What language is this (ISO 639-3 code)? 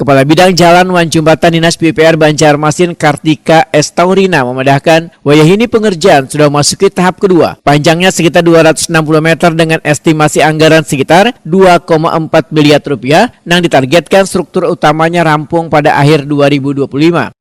bjn